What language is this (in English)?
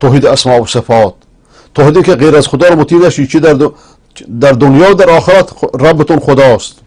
Persian